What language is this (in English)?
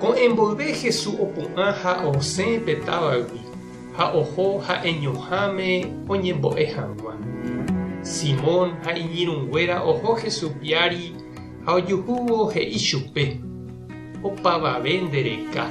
Guarani